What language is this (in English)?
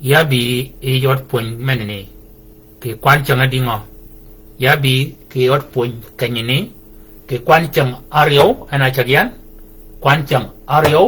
Shilluk